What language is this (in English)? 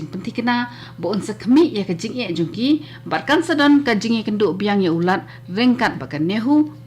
Khasi